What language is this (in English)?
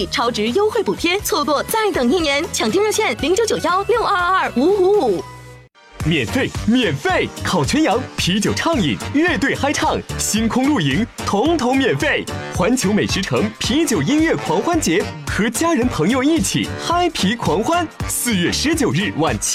Chinese